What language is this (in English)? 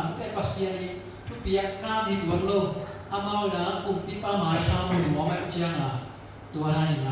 Tedim Chin